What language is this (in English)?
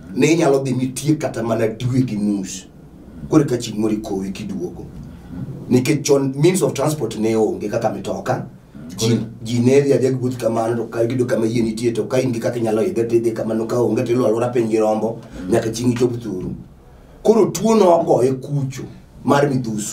Luo (Kenya and Tanzania)